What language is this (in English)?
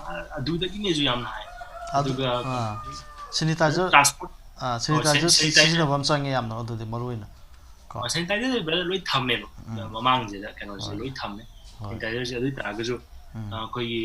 Manipuri